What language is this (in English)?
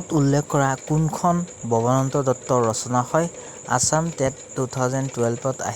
Assamese